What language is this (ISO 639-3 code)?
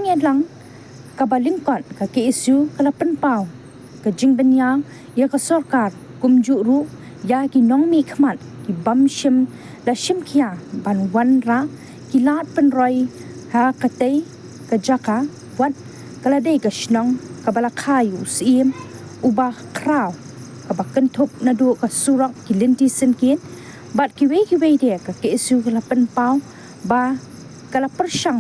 kha